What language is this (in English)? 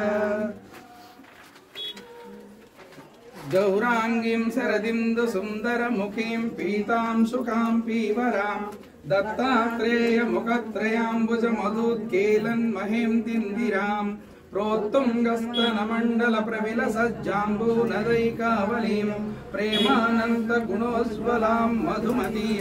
Sanskrit